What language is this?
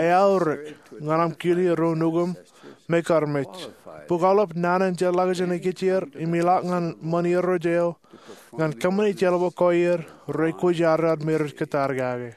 Marshallese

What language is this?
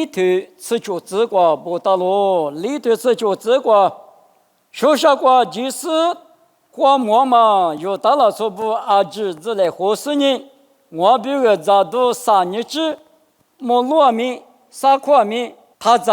Lisu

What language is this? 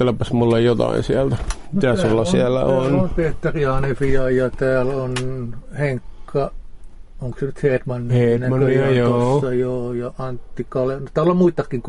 Finnish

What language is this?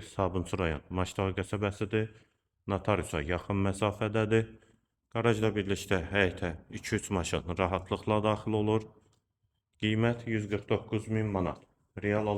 Azerbaijani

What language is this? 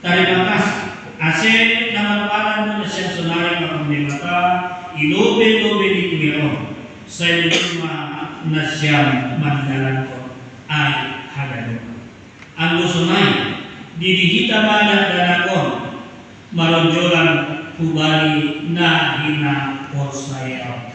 Batak Simalungun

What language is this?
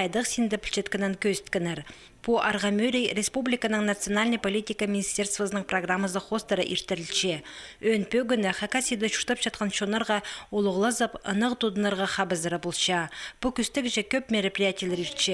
Khakas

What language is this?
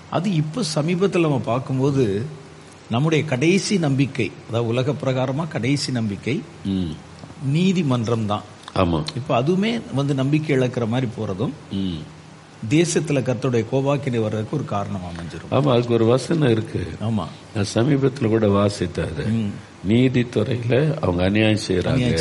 Tamil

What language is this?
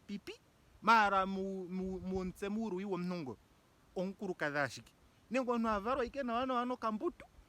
Ndonga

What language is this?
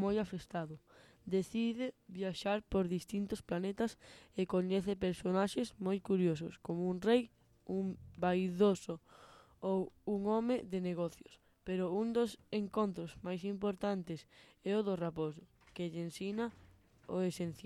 Galician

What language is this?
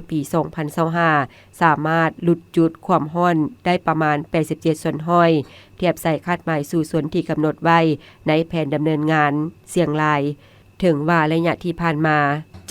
Lao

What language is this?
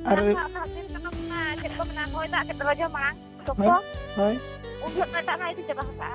Santali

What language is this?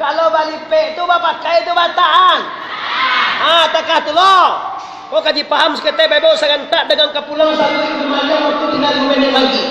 Minangkabau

